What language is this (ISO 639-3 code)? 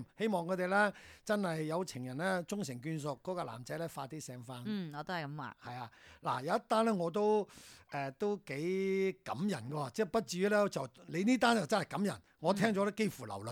yue